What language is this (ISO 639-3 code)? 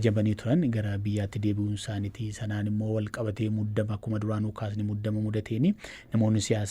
orm